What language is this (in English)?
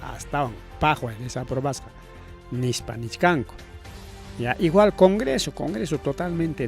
Ayacucho Quechua